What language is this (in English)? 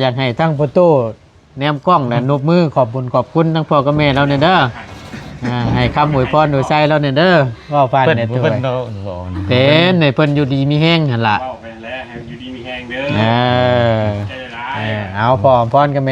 Northeastern Thai